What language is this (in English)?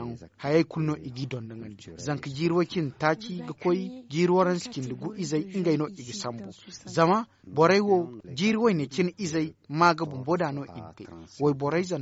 Zarma